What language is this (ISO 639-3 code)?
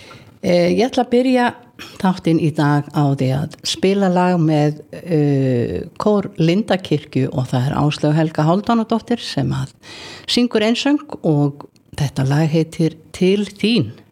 isl